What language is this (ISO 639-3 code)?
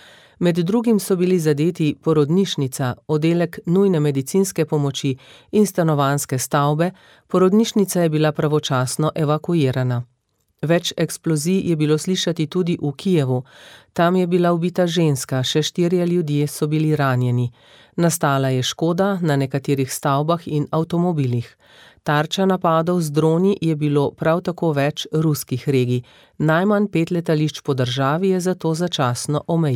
slv